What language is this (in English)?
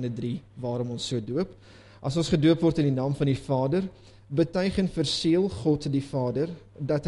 Afrikaans